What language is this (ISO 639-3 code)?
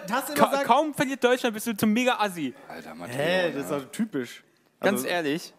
deu